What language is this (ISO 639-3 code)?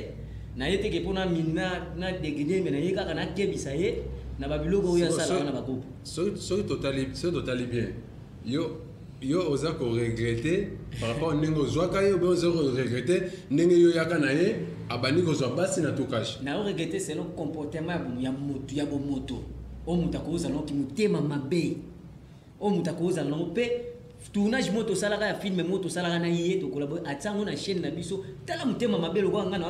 lin